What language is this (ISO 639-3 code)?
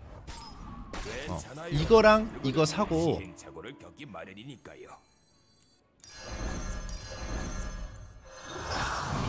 kor